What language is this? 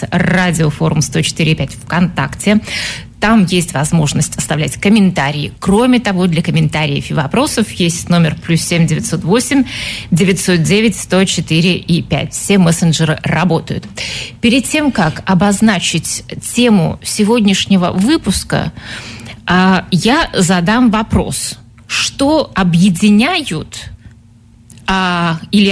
Russian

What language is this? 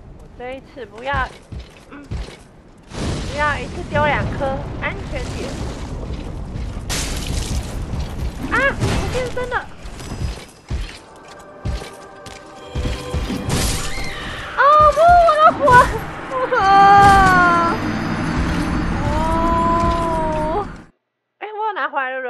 Chinese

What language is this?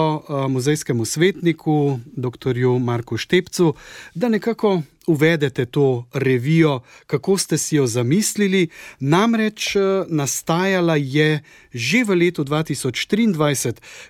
Slovenian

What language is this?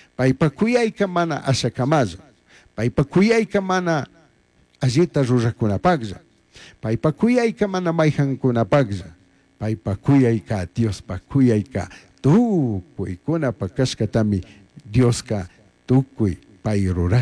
Chimborazo Highland Quichua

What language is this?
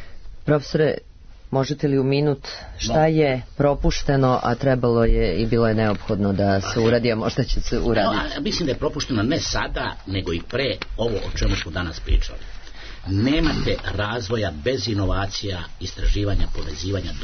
Serbian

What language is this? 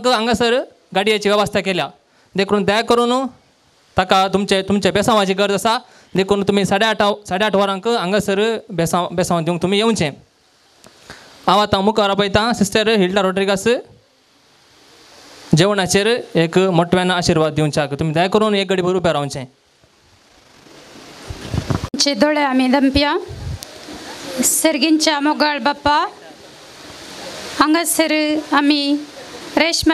Konkani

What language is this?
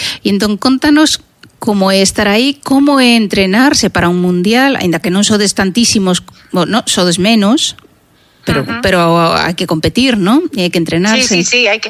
Galician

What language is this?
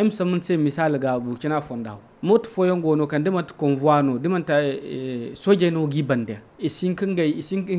Zarma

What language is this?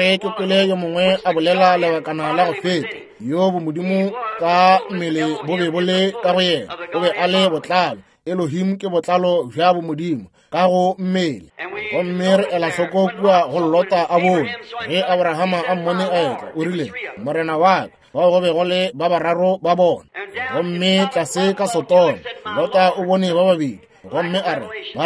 Northern Sotho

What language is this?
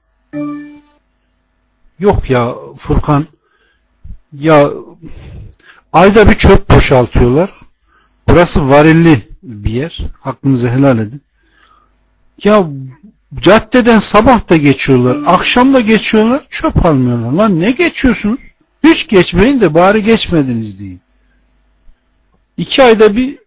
Turkish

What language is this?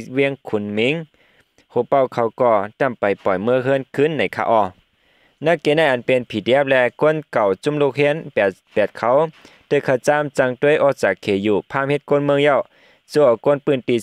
Shan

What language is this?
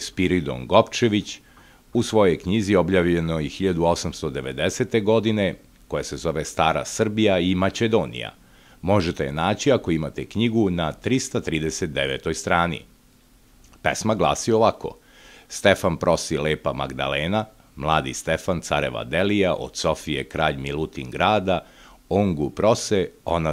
Serbian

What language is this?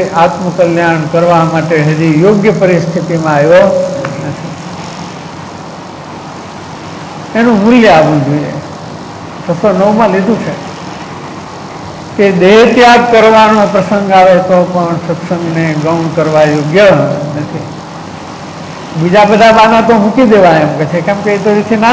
Gujarati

